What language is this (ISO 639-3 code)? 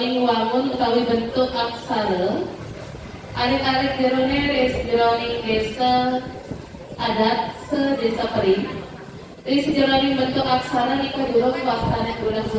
ban